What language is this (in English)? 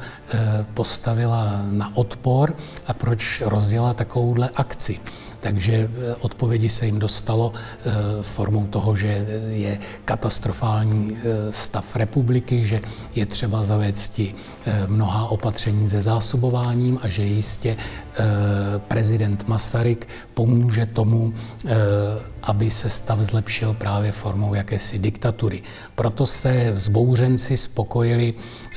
Czech